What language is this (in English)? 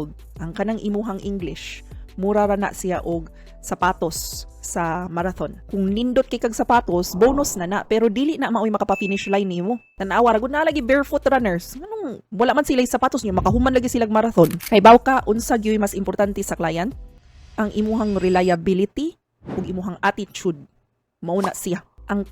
Cebuano